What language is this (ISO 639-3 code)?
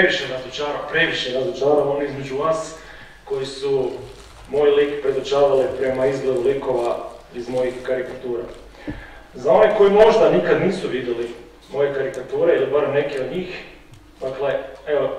hrv